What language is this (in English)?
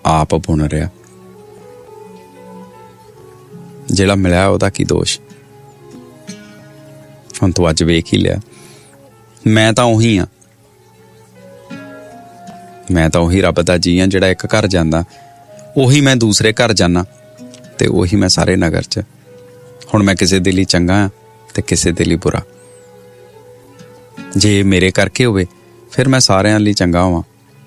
Punjabi